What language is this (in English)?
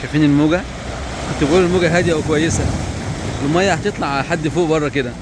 Egyptian Arabic